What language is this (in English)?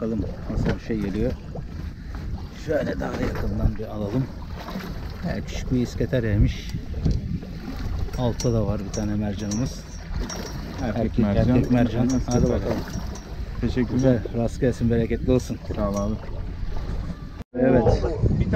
Turkish